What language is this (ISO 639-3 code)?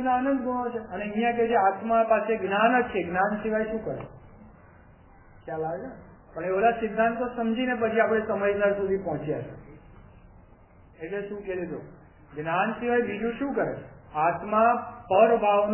guj